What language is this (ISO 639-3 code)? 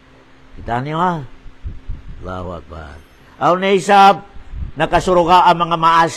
tsg